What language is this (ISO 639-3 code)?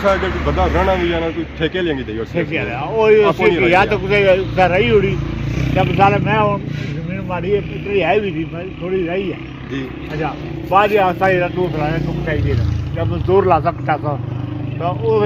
phr